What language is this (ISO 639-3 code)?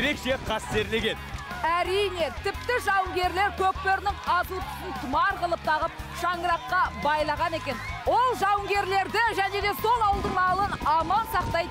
kaz